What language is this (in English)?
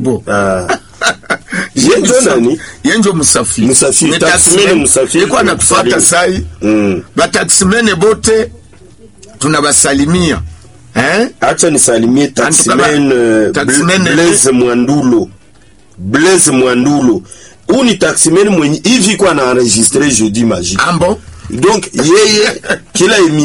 Swahili